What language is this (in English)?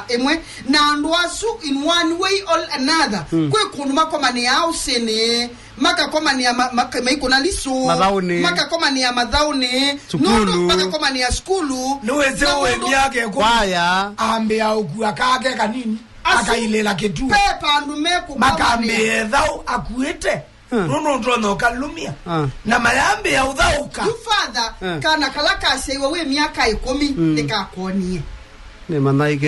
Kamba